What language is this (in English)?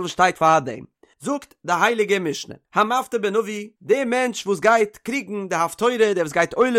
Yiddish